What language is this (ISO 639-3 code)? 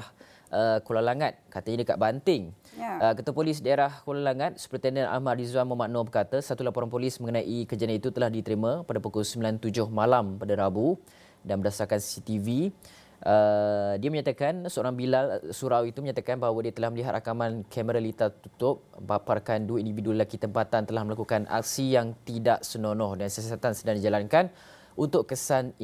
msa